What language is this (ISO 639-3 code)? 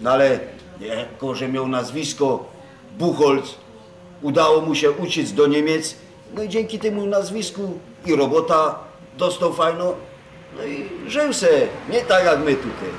szl